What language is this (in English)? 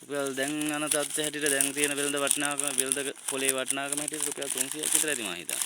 Sinhala